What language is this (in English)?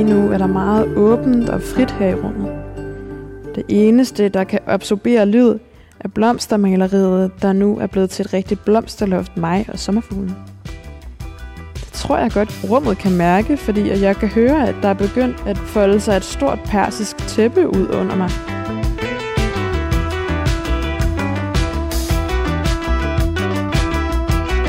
Danish